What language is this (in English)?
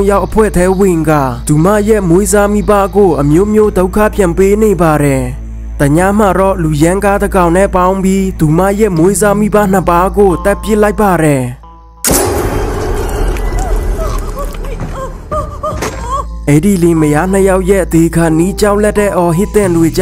Burmese